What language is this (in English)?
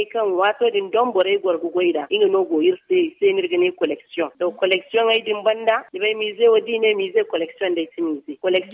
Zarma